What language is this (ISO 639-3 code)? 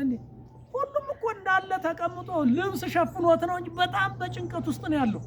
amh